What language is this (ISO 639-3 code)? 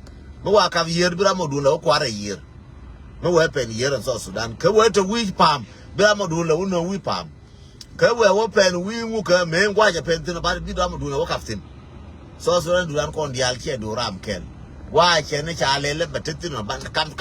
nus